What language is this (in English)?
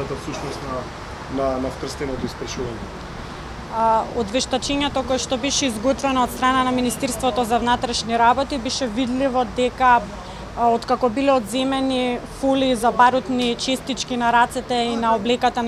Macedonian